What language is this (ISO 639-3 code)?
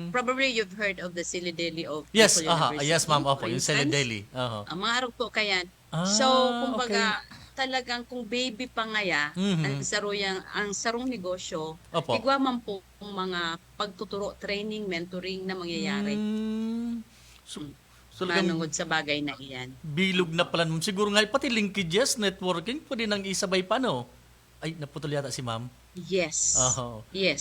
bik